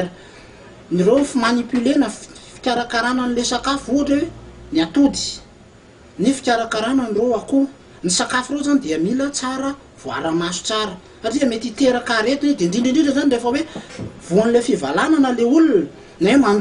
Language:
Malagasy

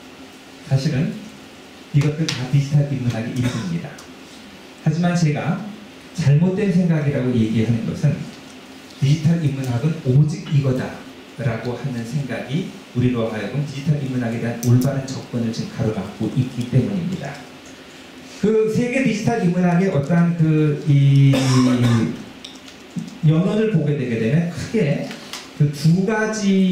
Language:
Korean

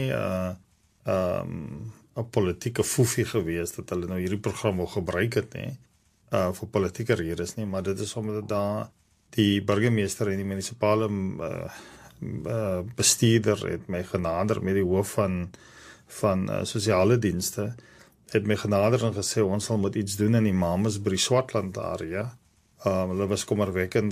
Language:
Afrikaans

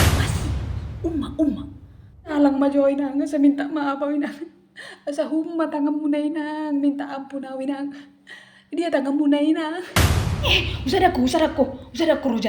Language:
Batak Toba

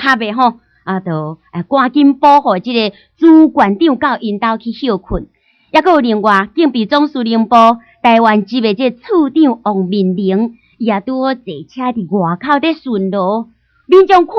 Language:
Min Nan Chinese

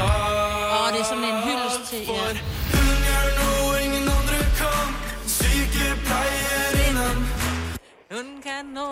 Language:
Danish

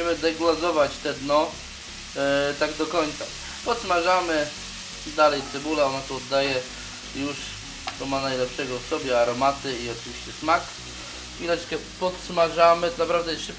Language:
Polish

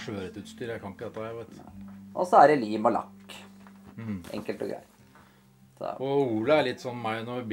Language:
Norwegian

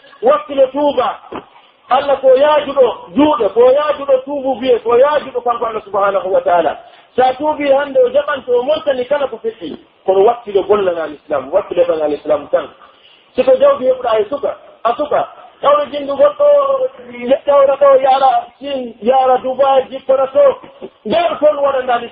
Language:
Pular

